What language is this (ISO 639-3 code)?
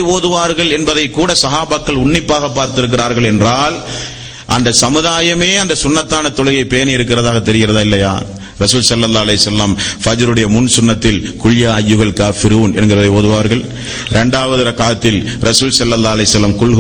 tam